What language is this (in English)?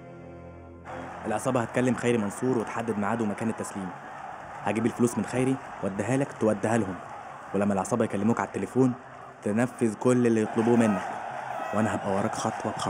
Egyptian Arabic